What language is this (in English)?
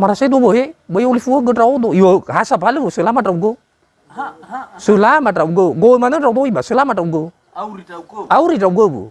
Nias